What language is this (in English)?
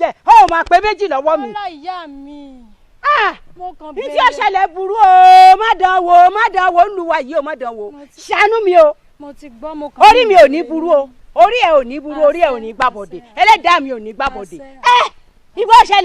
Yoruba